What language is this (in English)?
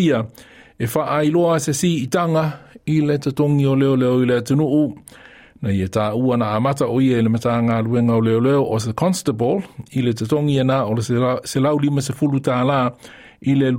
Samoan